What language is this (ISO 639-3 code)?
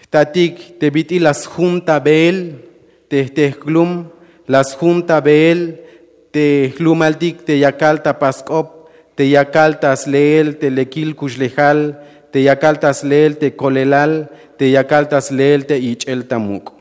tzh